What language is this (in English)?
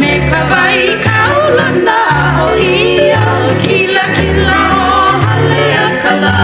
Hawaiian